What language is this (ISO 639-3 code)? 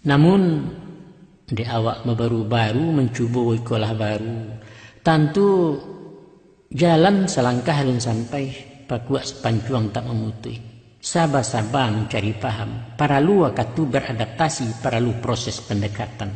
min